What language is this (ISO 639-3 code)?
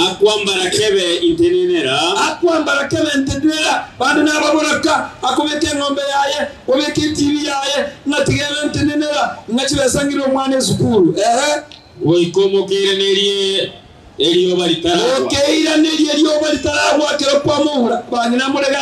guz